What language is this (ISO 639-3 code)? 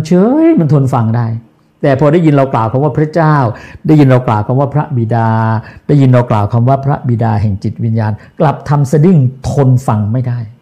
tha